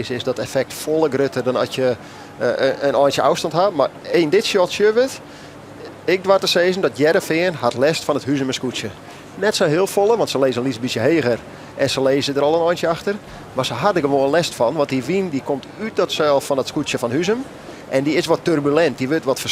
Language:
Western Frisian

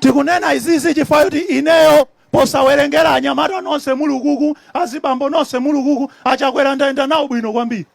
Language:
Nyanja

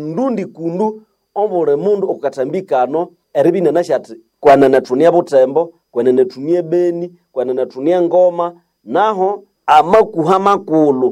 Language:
Nande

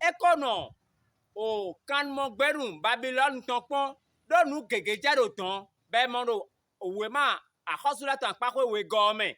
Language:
Fon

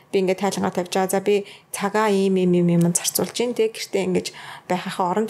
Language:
Mongolian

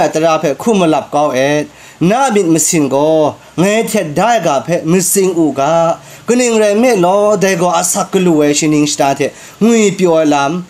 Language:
Kachin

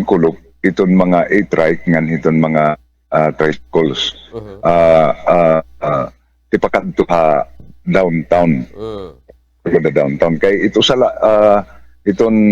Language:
Waray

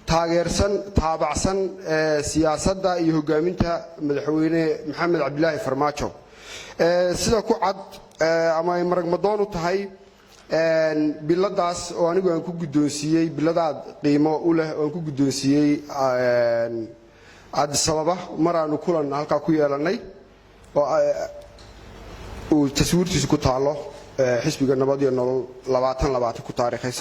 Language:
Somali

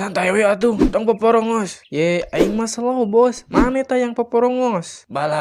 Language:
Sundanese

